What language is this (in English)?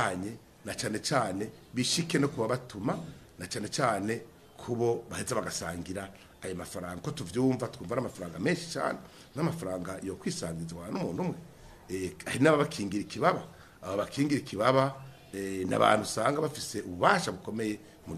Rundi